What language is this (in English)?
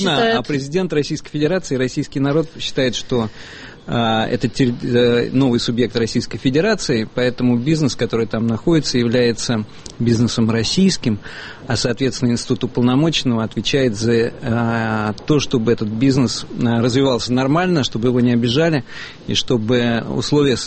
Russian